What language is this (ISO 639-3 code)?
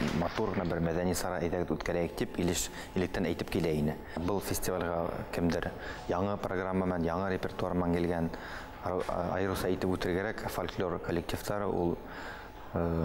bak